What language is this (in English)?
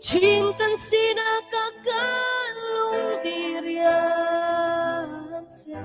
Hakha Chin